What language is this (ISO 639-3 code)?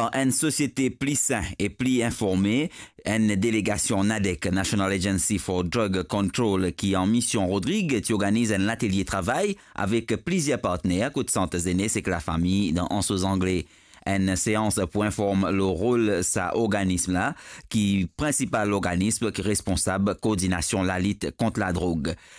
mfe